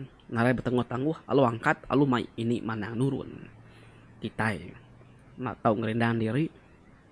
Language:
Iban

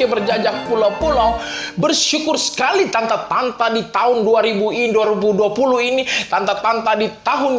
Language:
Manado Malay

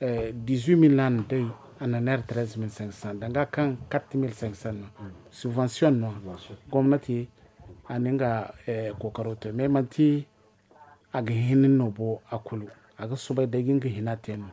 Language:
Zarma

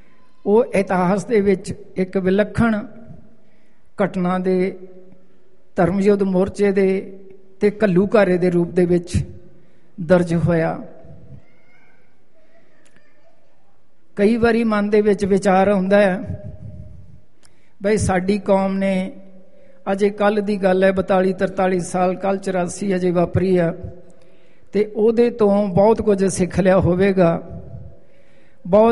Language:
Punjabi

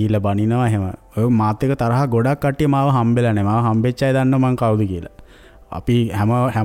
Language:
Sinhala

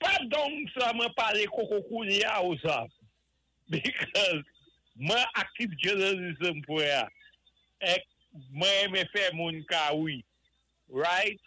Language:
Saint Lucian Creole French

